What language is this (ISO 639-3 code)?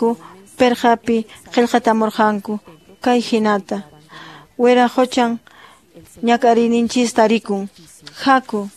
que